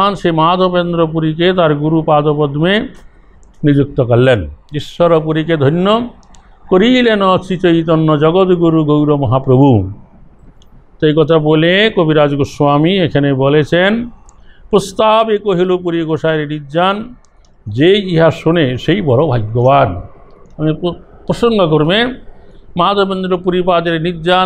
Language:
Bangla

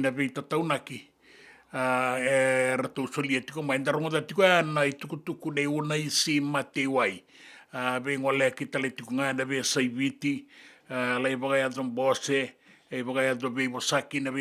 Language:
Fijian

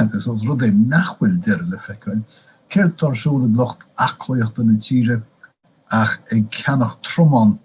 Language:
Irish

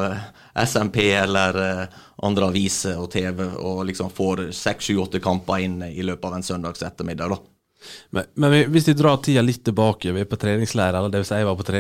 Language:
Norwegian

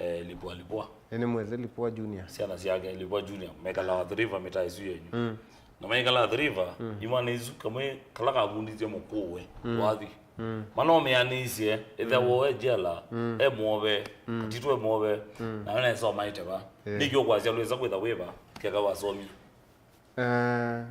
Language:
Kamba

